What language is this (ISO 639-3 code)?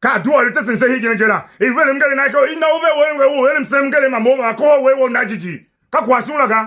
tiv